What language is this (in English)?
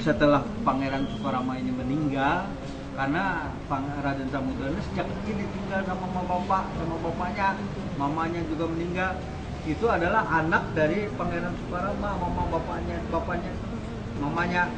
Banjar